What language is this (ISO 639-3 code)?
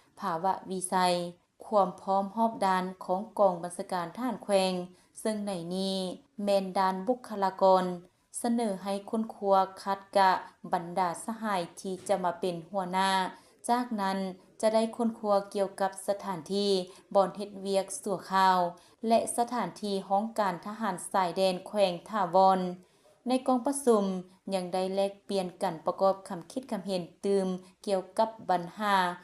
lao